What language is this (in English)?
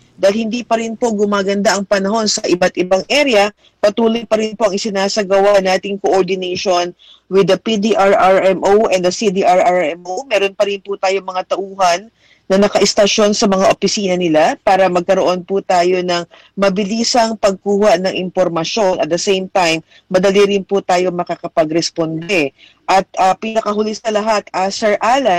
Filipino